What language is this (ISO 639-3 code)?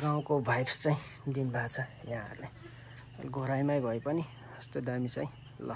nep